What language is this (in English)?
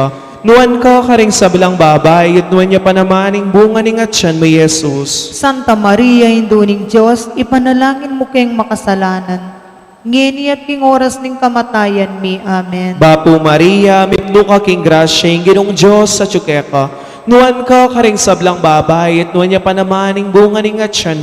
Pampanga